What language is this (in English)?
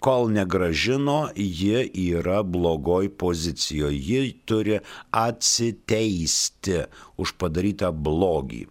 Lithuanian